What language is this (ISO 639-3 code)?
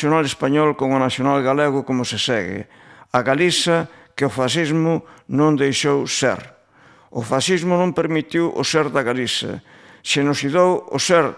glg